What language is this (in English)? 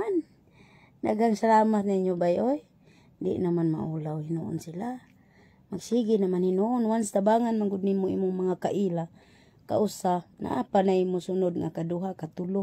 Cebuano